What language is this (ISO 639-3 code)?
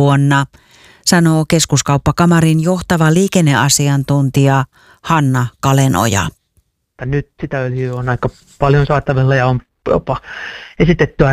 fin